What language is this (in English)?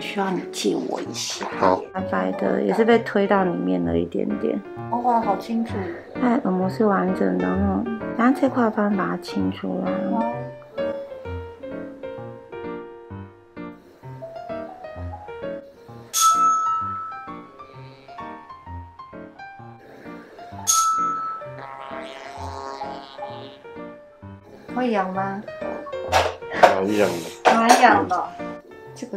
Chinese